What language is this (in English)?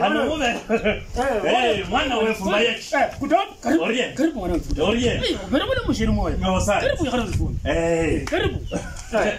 Luyia